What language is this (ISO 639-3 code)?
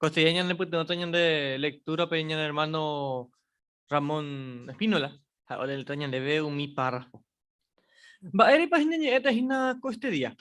grn